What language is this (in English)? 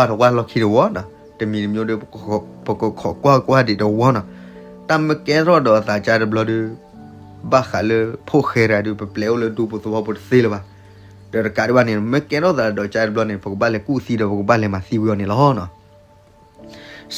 S'gaw Karen